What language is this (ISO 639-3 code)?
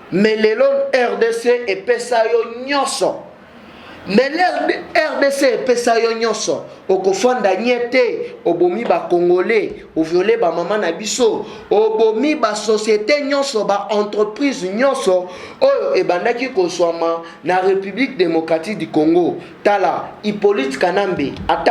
lin